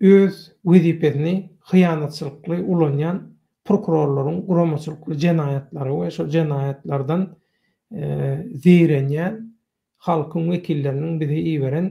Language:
Turkmen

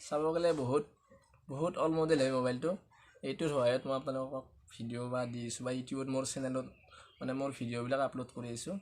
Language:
Assamese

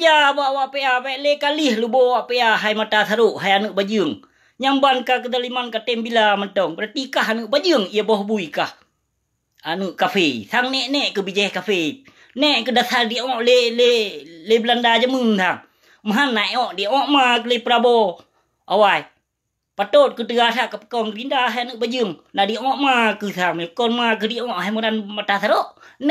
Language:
Achinese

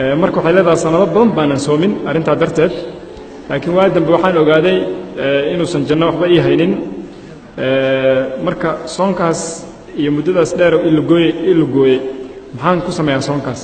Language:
Somali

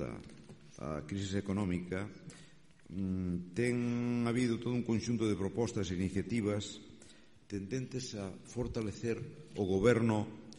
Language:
Galician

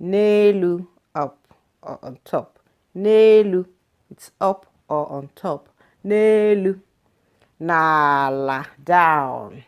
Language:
Igbo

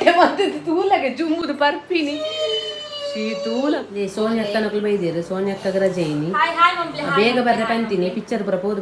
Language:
Tulu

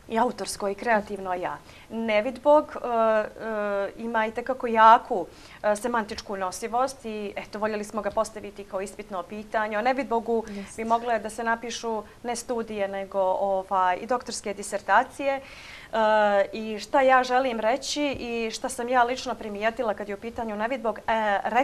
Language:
Bosnian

